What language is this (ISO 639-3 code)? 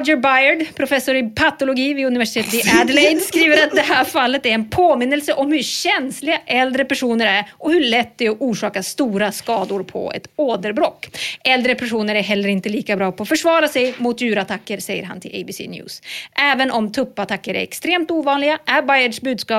swe